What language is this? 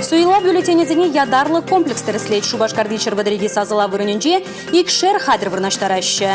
Chuvash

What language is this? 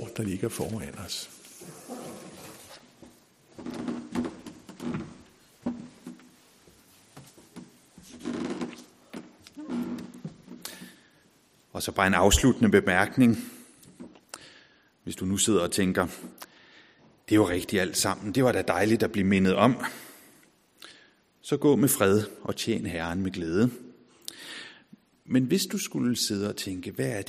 Danish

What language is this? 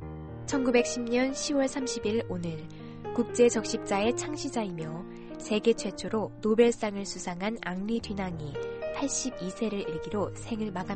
Korean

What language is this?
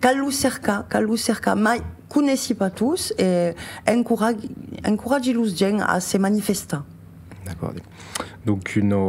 Occitan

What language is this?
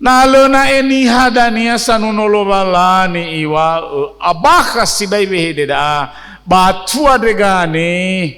Nias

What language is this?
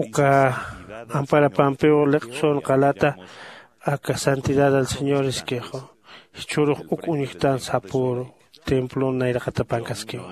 Aymara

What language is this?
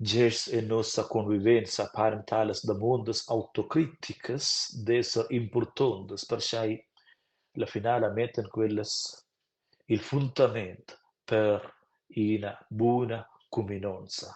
Romansh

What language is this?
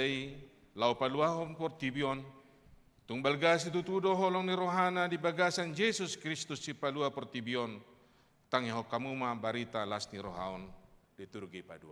Batak Toba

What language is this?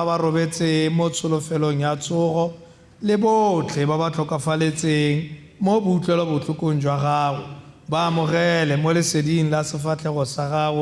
Tswana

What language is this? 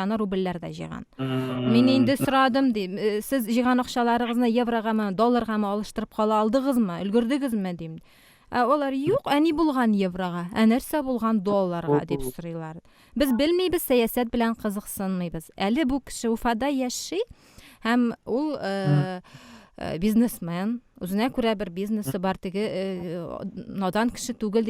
Tatar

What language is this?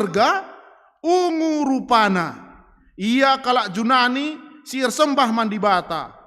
Batak Karo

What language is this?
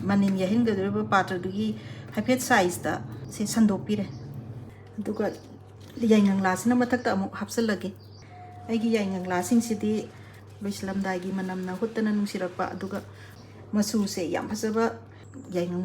Manipuri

